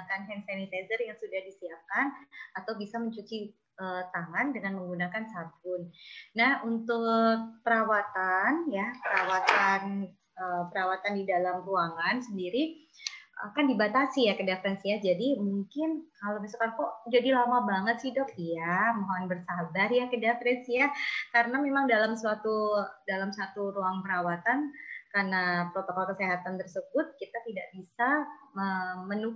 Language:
Indonesian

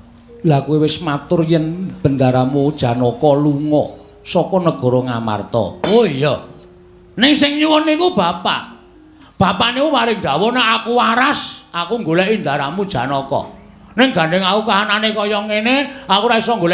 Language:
Javanese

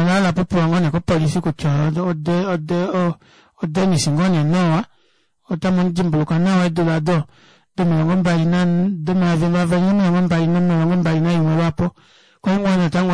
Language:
Kuanyama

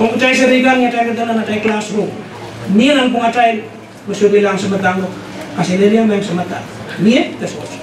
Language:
Pohnpeian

